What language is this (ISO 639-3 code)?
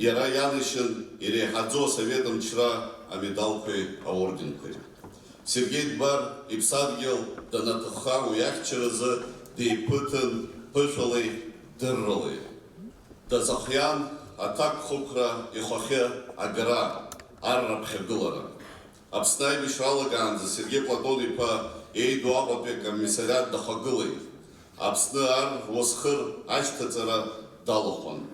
abk